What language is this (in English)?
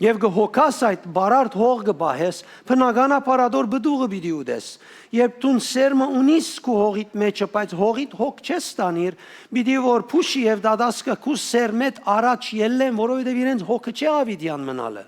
Western Armenian